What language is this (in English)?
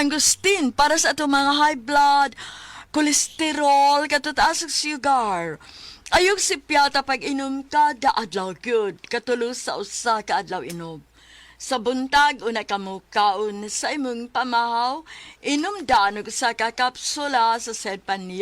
Cebuano